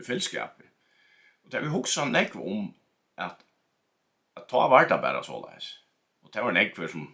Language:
Faroese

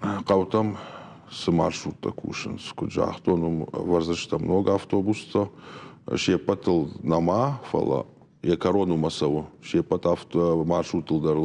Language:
Ossetic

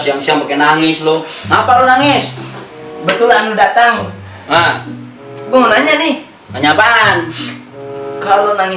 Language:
Betawi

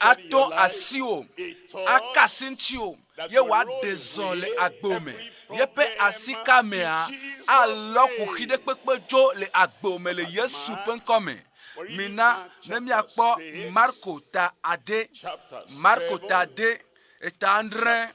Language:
Ewe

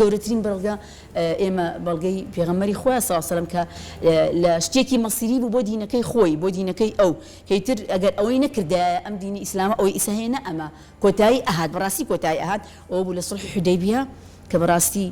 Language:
Central Kurdish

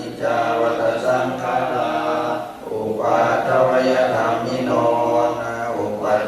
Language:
Pali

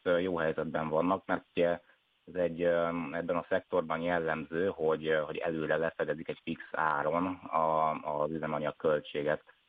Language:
Hungarian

